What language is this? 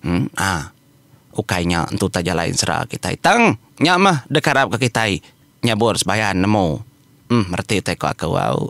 Iban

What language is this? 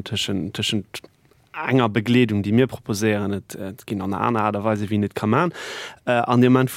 Luxembourgish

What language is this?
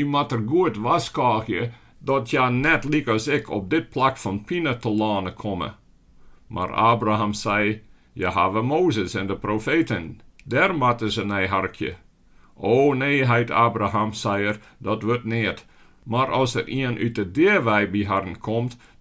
Western Frisian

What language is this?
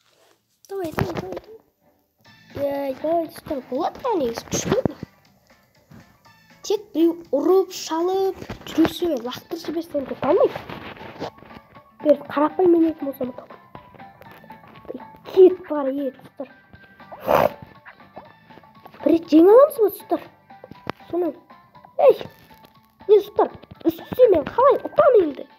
Kazakh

